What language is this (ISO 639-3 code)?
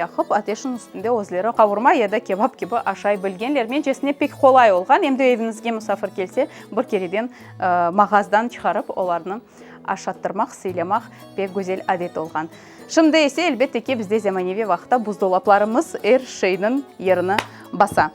crh